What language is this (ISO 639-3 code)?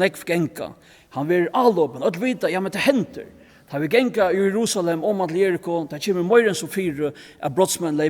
fao